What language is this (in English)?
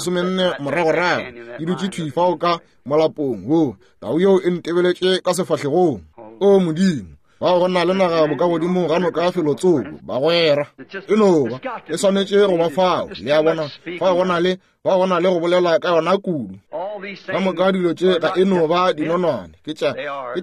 Northern Sotho